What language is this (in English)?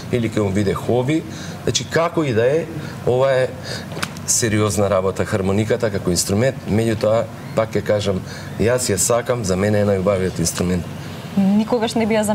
Macedonian